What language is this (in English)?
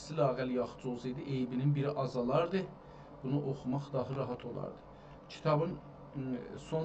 South Azerbaijani